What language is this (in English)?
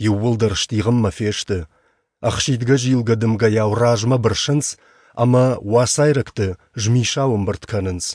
Ossetic